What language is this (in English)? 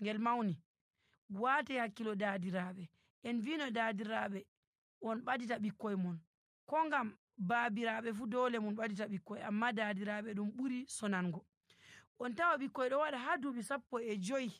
Nigerian Fulfulde